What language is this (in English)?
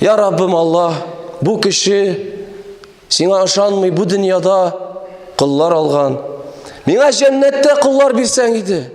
Tatar